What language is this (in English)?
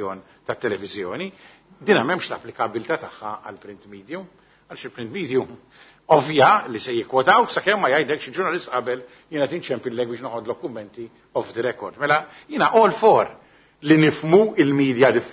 Maltese